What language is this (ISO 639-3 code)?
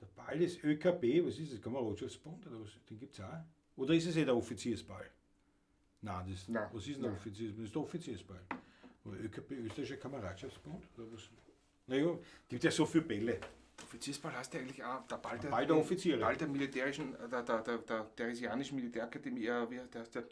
bar